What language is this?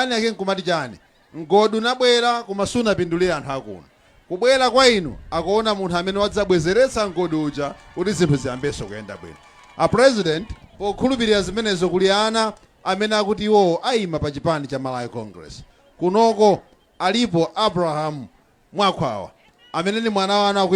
Nyanja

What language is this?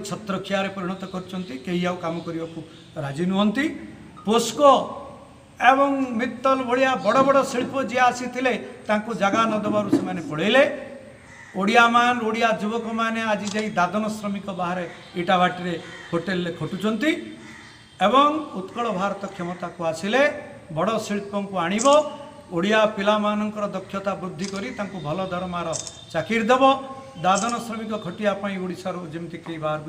Odia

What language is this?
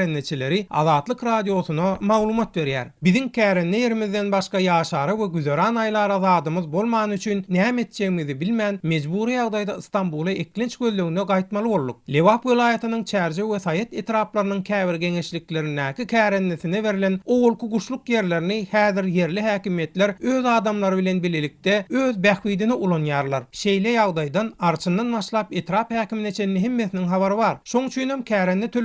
Turkmen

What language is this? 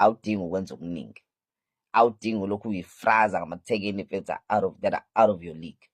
Zulu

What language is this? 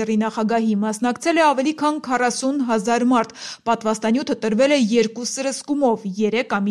Armenian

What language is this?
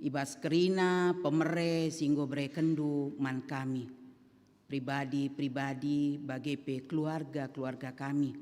Batak Karo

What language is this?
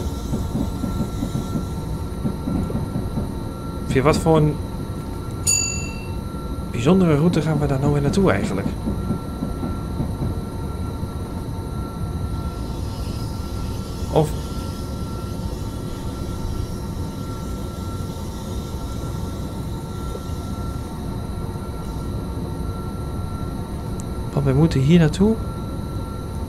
Dutch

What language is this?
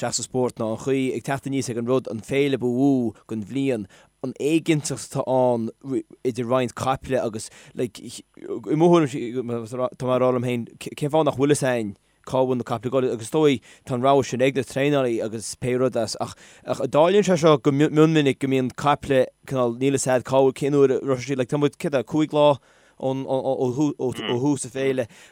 Irish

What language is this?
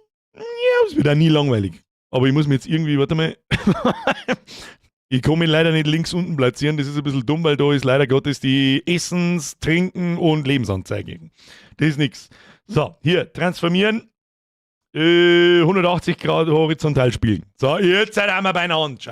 Bavarian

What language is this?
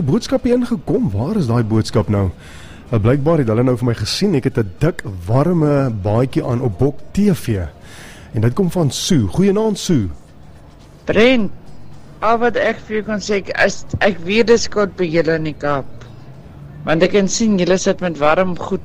Afrikaans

